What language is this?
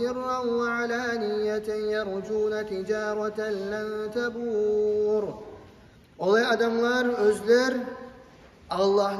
Kumyk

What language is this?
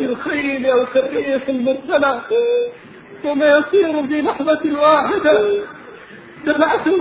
Arabic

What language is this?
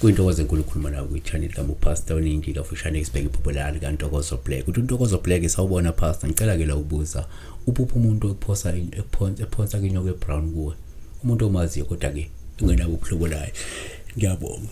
Zulu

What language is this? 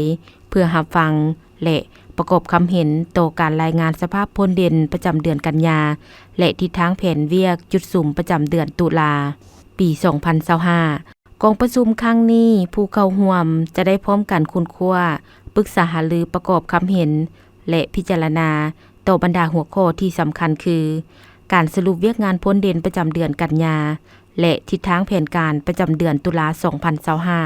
Lao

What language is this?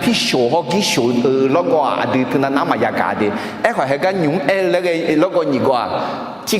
Akha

